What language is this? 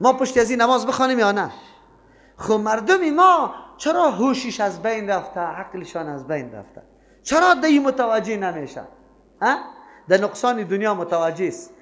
Persian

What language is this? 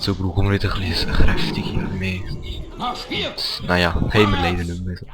Swiss German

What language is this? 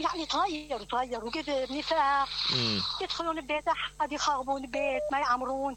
Mesopotamian Arabic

